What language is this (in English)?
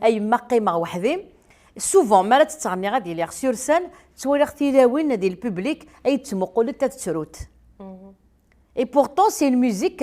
Kabyle